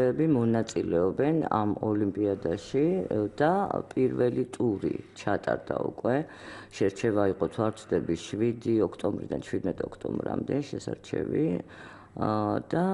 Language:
Georgian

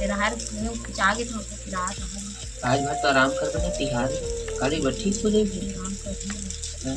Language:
Chhattisgarhi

